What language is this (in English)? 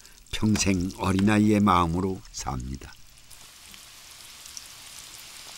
Korean